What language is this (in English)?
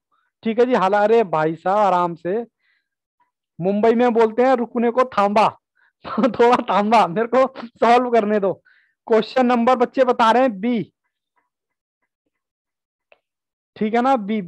Hindi